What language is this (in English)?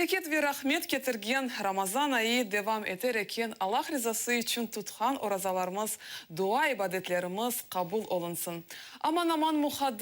Crimean Tatar